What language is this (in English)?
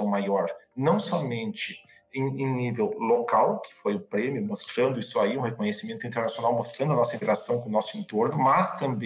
Portuguese